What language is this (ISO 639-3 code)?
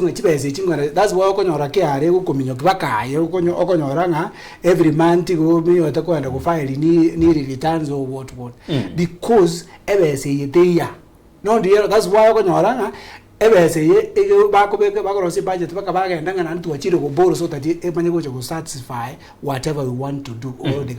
guz